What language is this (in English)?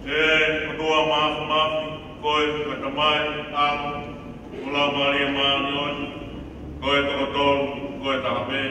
Tongan